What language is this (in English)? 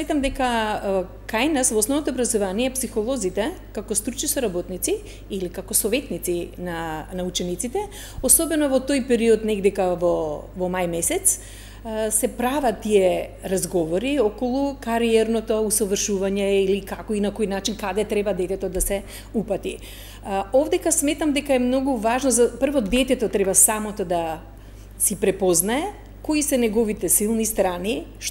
Macedonian